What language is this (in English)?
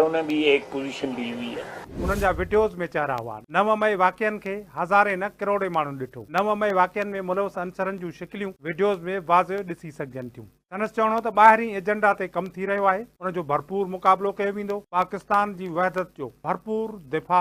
Sindhi